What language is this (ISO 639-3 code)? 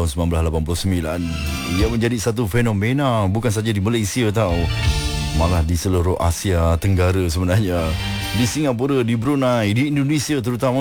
msa